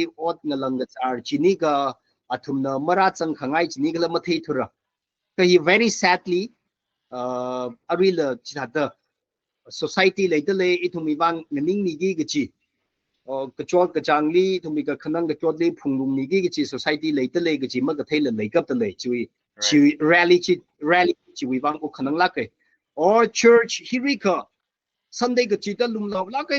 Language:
Tangkhul Naga (India)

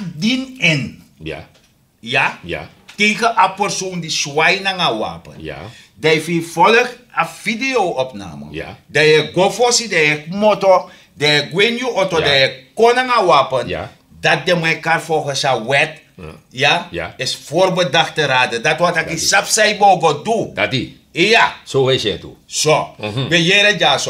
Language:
Sranan Tongo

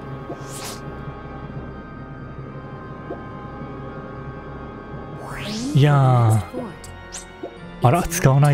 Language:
Japanese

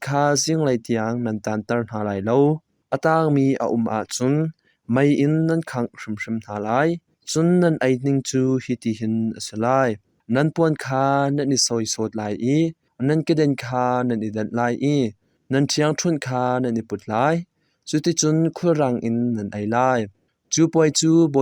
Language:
Hakha Chin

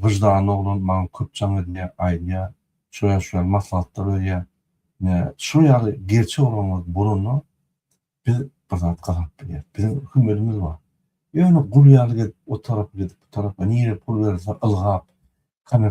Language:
Turkmen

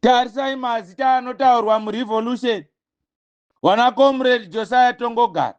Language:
Shona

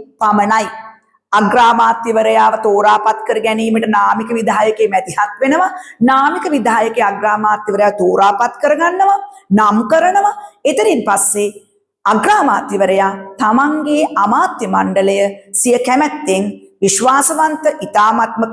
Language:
Sinhala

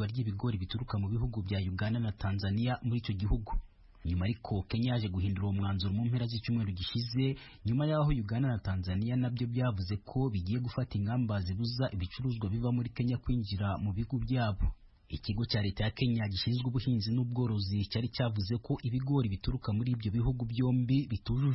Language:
Kinyarwanda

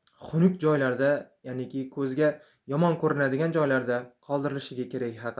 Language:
Uzbek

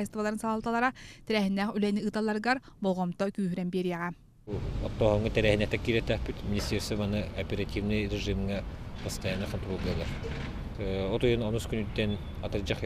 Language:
Yakut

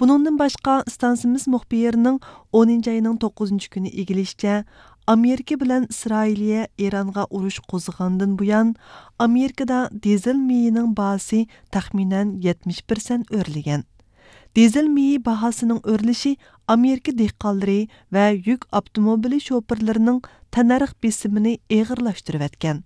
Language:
Uyghur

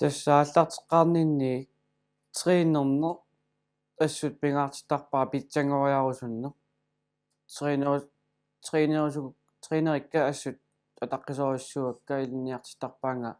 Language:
Kalaallisut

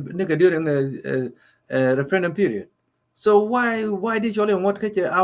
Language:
Nuer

